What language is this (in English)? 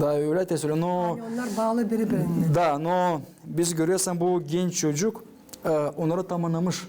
Gagauz